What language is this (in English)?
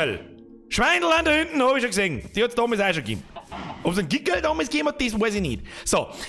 Bavarian